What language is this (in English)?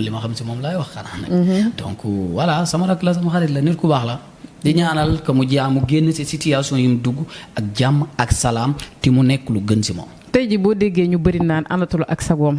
Wolof